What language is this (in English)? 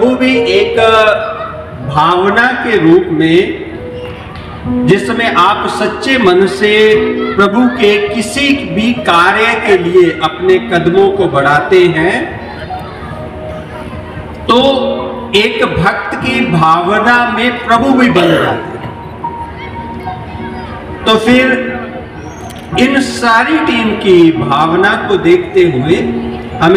Hindi